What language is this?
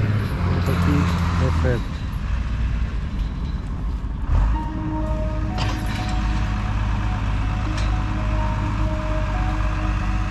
Ukrainian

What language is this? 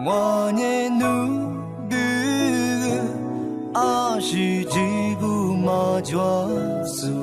Lisu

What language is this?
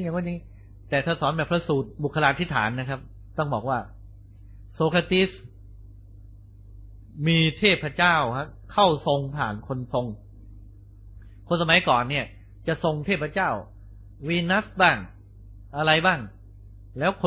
Thai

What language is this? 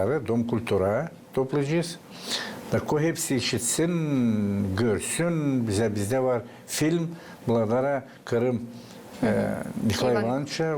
Gagauz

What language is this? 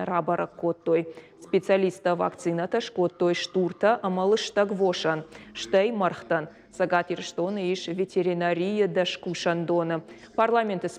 Ossetic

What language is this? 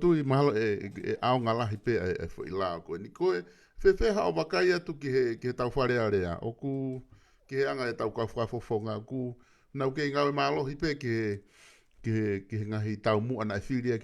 Tongan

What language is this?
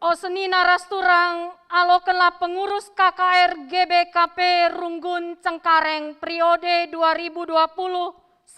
Batak Karo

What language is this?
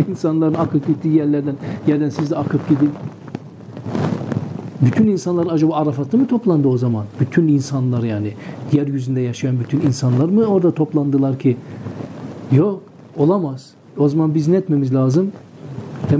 Turkish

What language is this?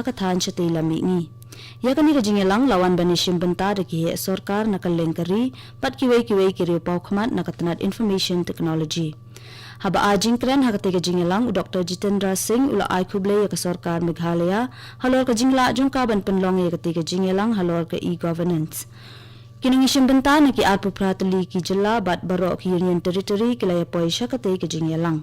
Khasi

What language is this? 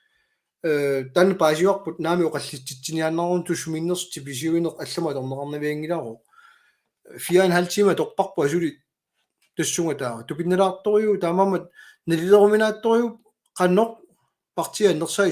Kalaallisut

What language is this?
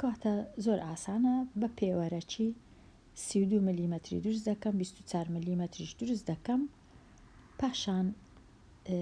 Central Kurdish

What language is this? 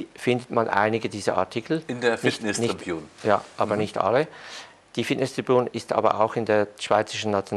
German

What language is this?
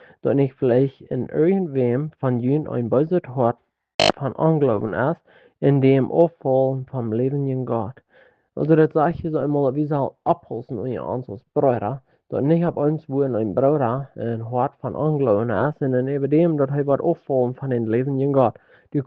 Plautdietsch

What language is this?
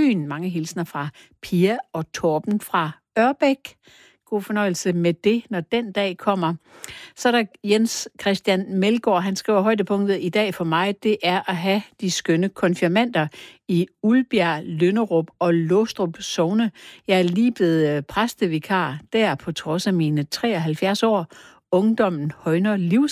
Danish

